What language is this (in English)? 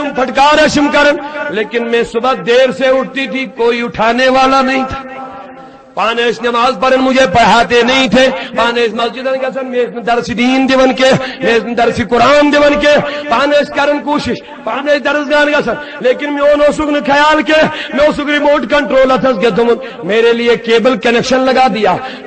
Kashmiri